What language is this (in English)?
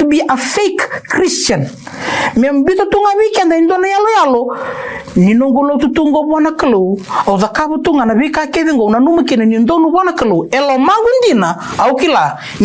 Fijian